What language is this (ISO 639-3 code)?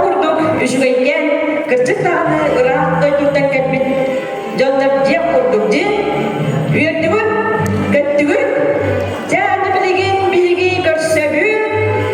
sah